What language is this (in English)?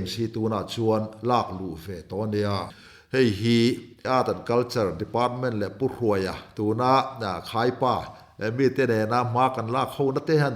Mizo